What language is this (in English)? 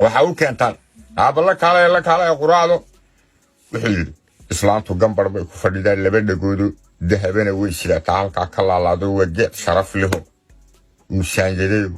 Somali